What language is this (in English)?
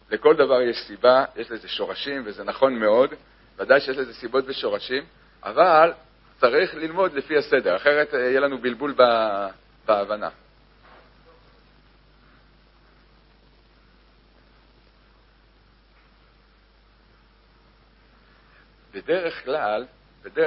Hebrew